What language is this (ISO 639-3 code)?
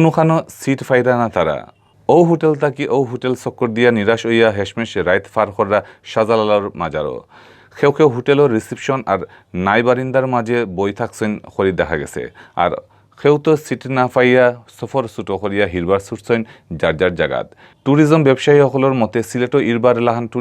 syl